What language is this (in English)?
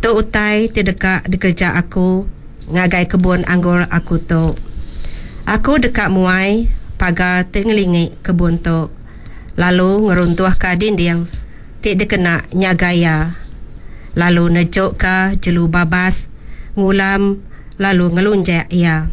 Iban